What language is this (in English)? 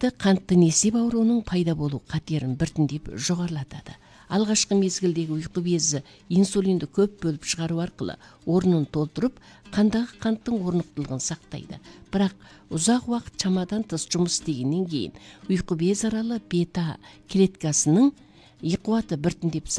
Kazakh